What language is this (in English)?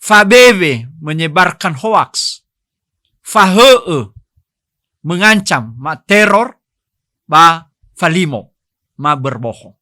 Nias